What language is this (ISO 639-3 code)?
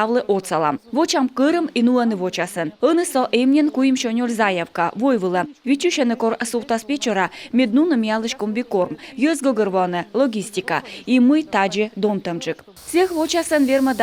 kom